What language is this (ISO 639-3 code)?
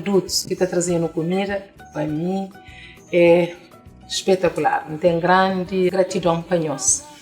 kea